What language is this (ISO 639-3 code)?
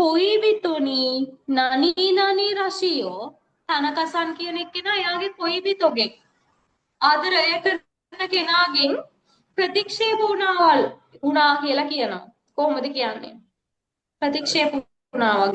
sin